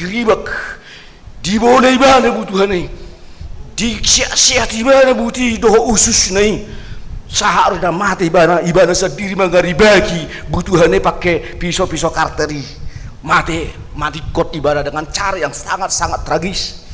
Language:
Batak Toba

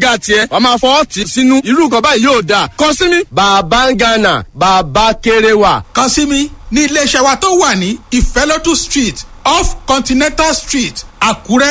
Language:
Yoruba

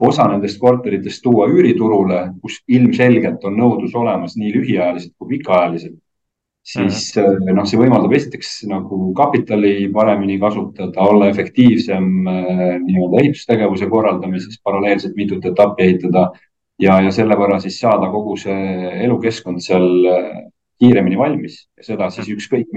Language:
Estonian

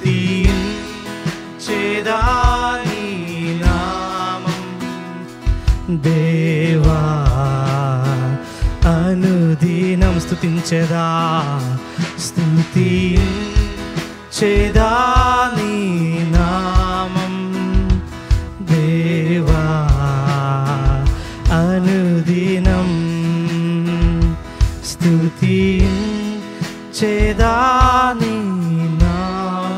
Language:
Telugu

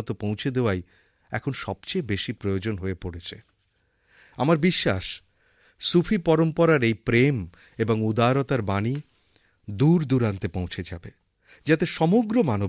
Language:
Bangla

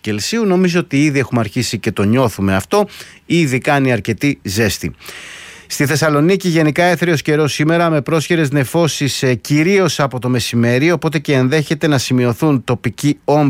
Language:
Greek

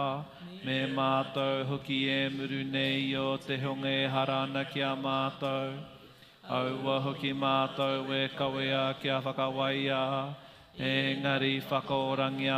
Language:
Māori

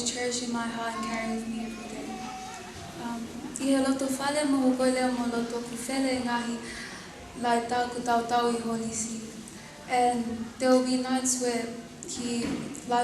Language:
Tongan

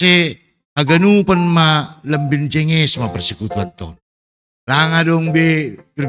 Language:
Batak Simalungun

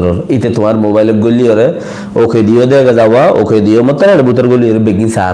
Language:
Rohingya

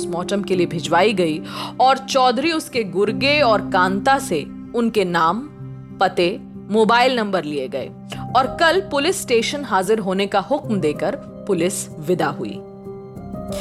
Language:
Hindi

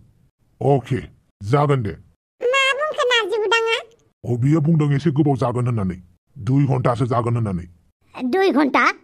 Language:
Bodo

